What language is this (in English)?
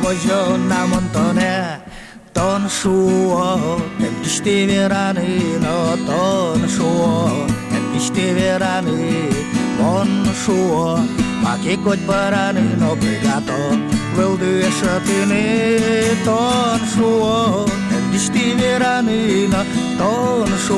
Udmurt